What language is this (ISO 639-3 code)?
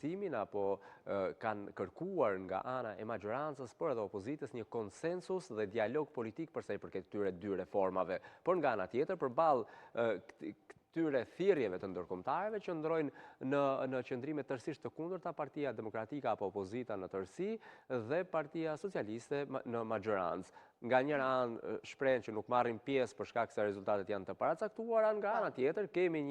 sqi